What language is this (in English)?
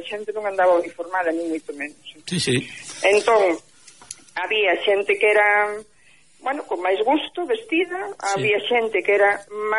Galician